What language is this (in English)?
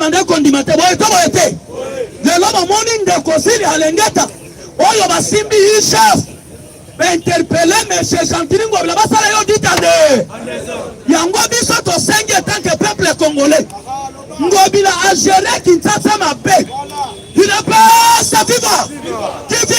Lingala